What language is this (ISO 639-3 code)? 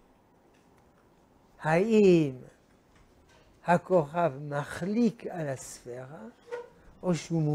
heb